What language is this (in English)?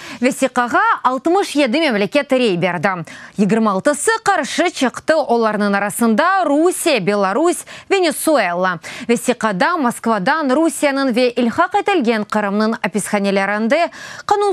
Crimean Tatar